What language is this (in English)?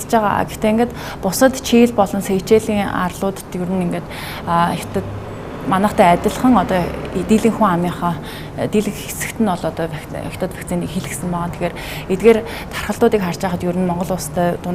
Mongolian